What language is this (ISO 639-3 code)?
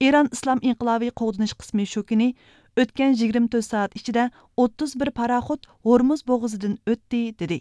uig